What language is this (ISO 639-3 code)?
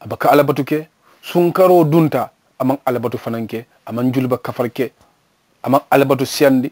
man